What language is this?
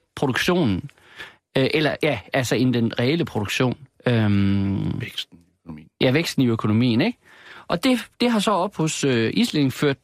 Danish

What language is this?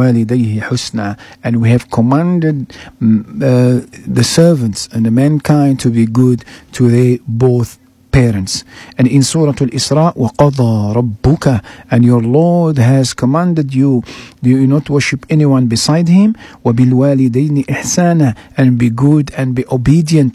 English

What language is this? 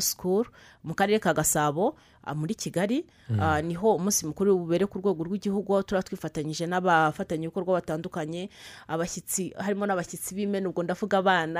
Kinyarwanda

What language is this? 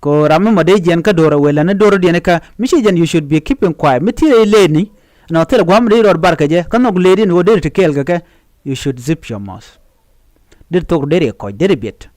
Nuer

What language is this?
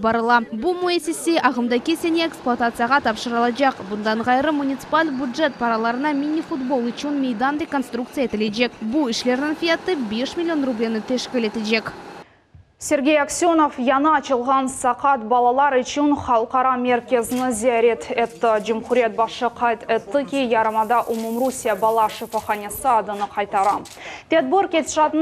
Crimean Tatar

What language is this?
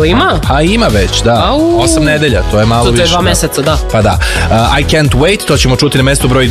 Serbian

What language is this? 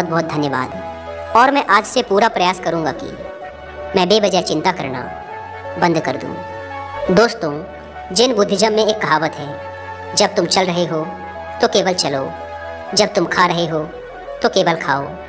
Hindi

